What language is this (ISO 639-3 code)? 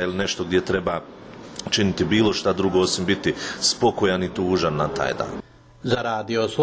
hrv